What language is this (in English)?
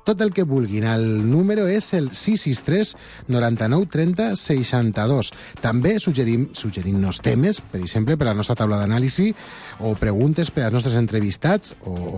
Catalan